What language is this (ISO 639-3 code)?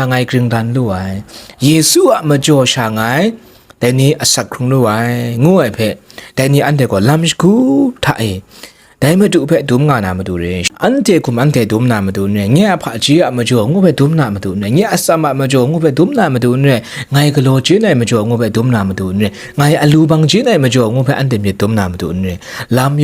kac